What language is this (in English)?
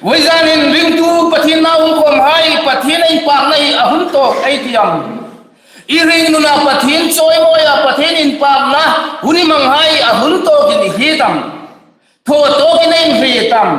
Hmar